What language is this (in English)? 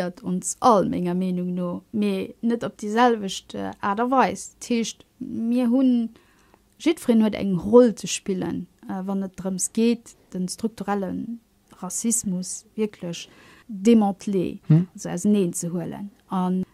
Luxembourgish